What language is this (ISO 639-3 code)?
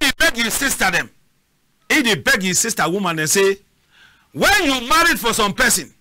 wes